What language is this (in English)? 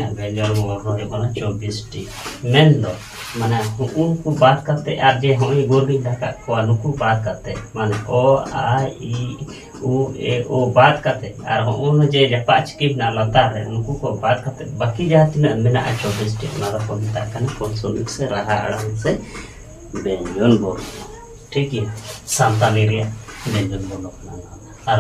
Santali